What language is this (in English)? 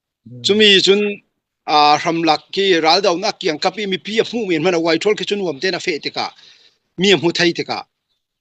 Falam Chin